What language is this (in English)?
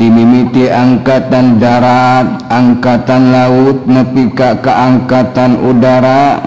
Sundanese